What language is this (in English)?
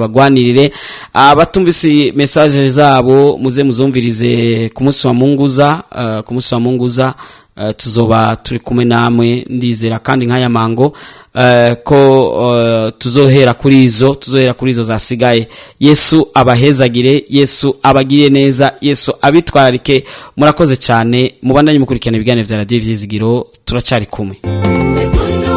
Rundi